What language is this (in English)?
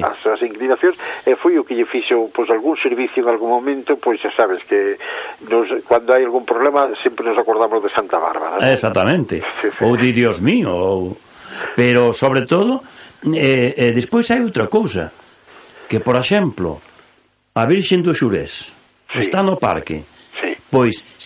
Galician